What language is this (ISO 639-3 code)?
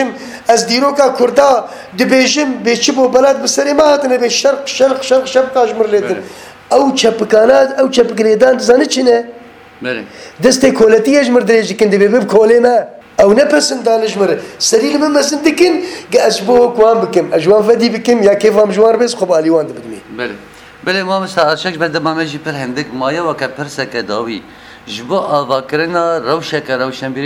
kur